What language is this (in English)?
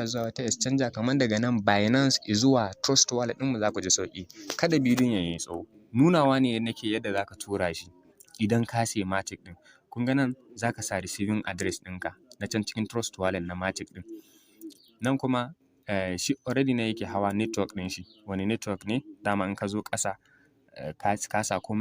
Hausa